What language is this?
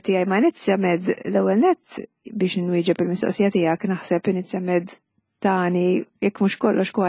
Maltese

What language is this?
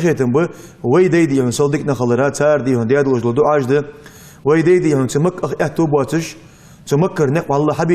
Ingush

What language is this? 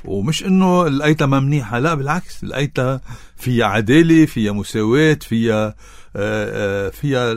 North Levantine Arabic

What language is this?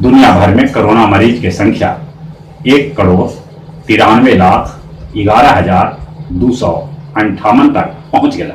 Magahi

